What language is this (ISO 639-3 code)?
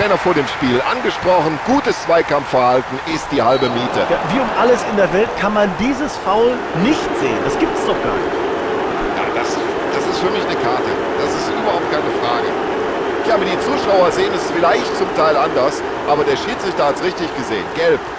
bar